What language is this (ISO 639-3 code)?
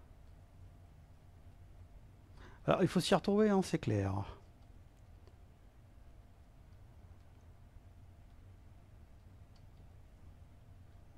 fra